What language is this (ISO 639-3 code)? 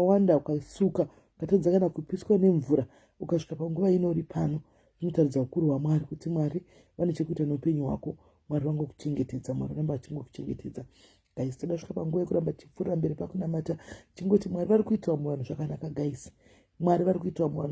sna